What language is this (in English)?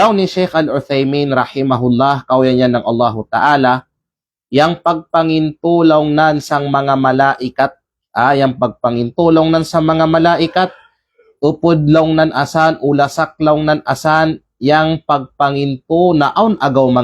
Kalagan